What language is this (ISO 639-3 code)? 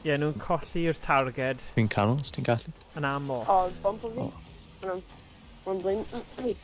cym